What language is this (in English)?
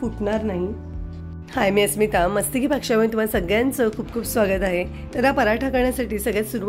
Marathi